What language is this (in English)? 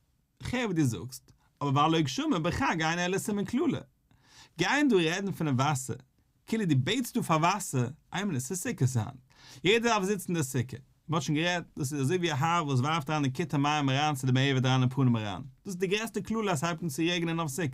Yiddish